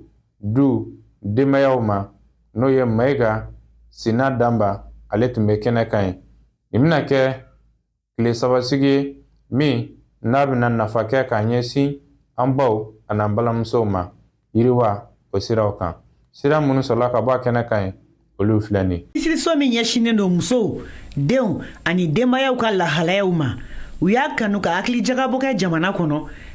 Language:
Bambara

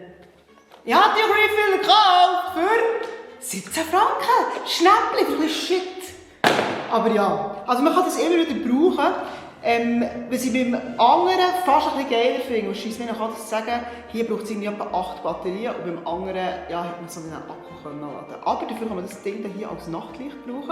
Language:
Swiss German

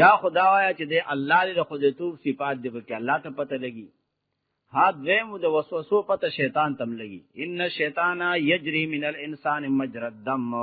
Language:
Pashto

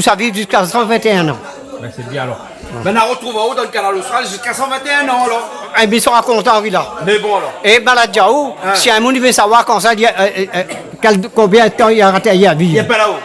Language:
Réunion Creole French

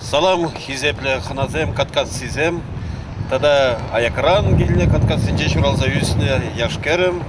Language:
Chuvash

